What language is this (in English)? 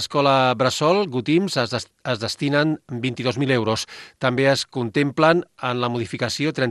Catalan